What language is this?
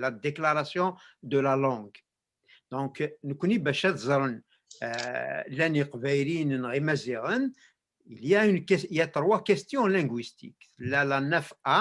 Kabyle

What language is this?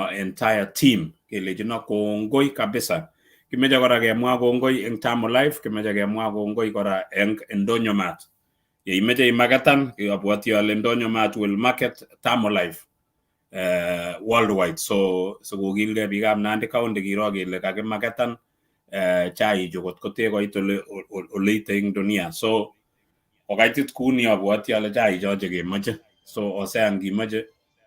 Kalenjin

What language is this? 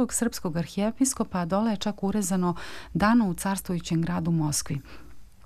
Serbian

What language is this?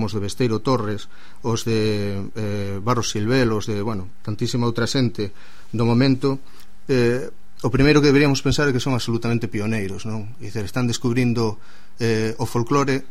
Galician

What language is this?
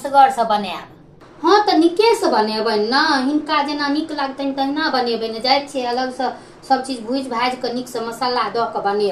Maithili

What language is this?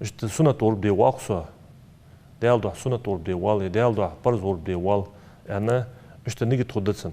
Ingush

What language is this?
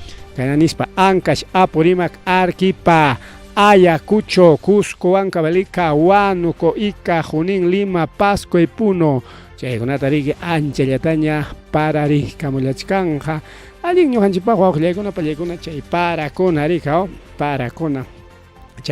Ayacucho Quechua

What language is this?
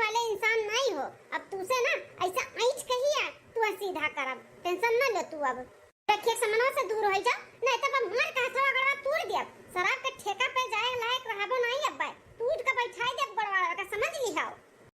Awadhi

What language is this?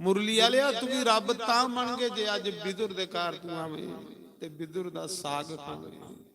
Dogri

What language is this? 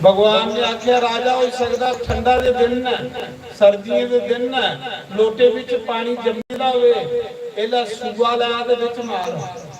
Dogri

